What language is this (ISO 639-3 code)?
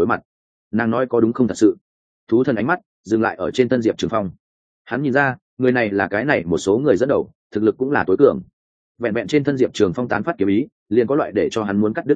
vie